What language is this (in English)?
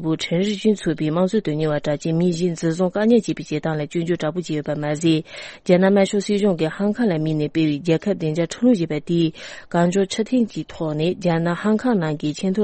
Tibetan